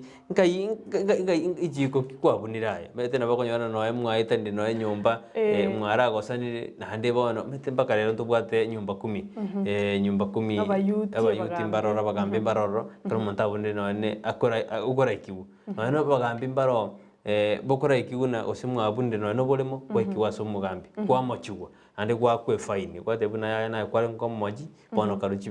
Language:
Gusii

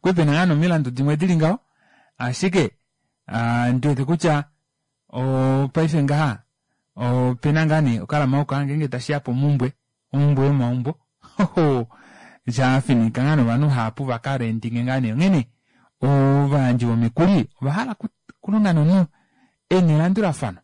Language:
Kuanyama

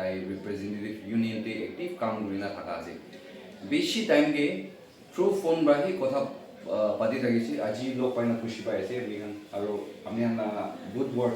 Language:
Naga Pidgin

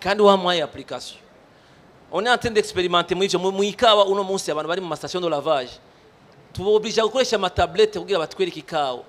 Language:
Rundi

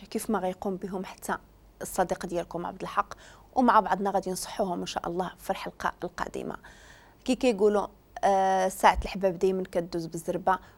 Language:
Moroccan Arabic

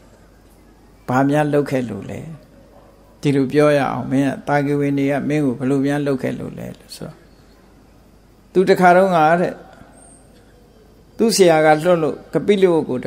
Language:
Burmese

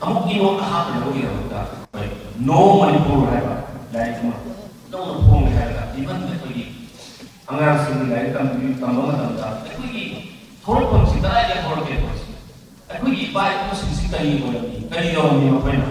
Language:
Manipuri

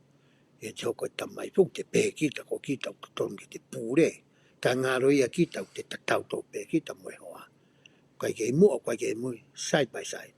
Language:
Tongan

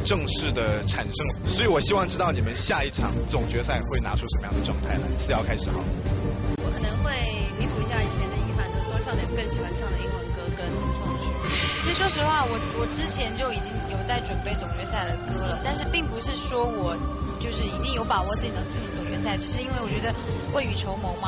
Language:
Chinese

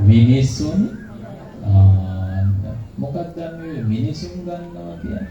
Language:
Sinhala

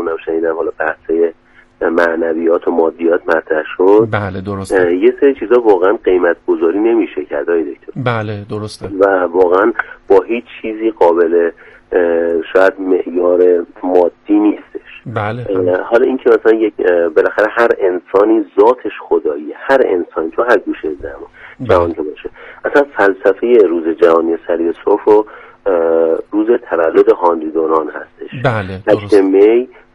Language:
Persian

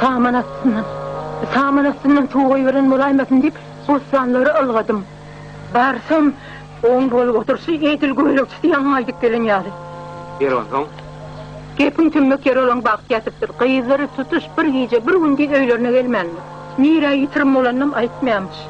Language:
Turkmen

